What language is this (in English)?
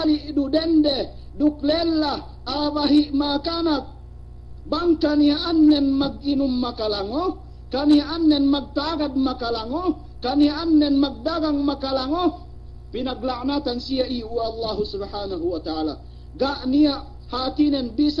Yakan